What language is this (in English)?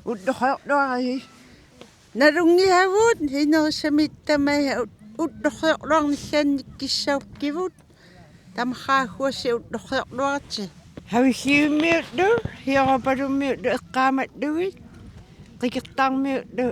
Kalaallisut